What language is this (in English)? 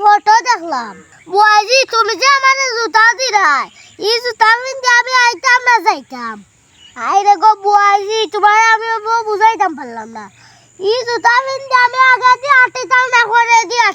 Sylheti